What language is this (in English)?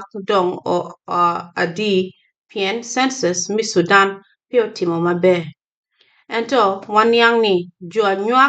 Acoli